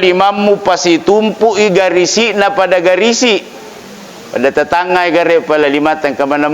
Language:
Buginese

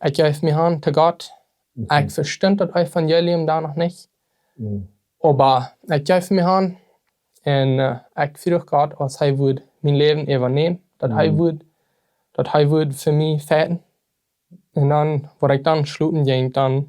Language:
Plautdietsch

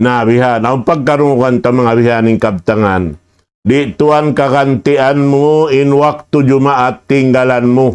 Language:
Tausug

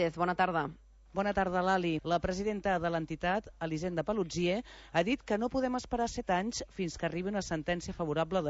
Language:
Catalan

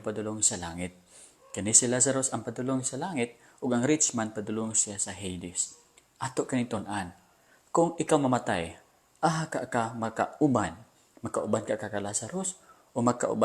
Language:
Cebuano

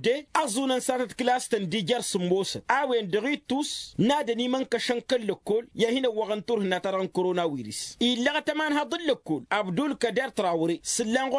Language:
Tamasheq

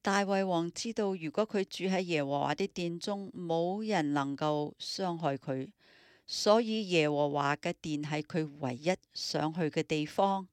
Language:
Cantonese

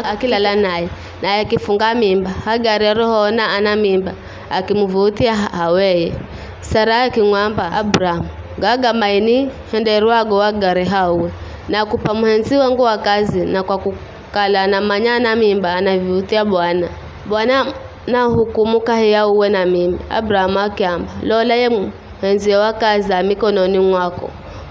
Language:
Giryama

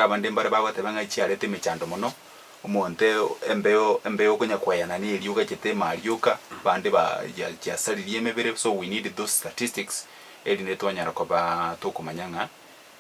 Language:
Gusii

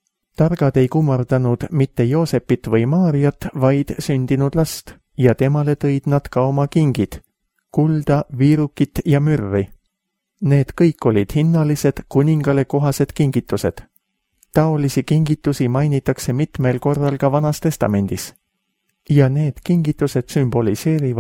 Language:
Estonian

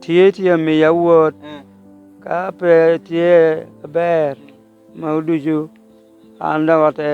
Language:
Lango (Uganda)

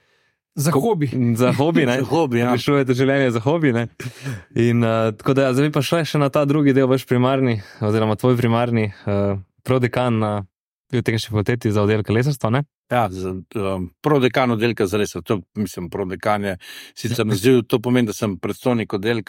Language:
Slovenian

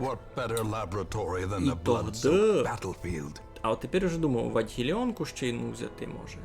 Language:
Rusyn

